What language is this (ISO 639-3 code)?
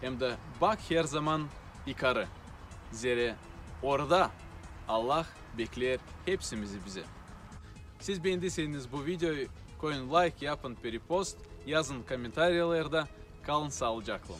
gag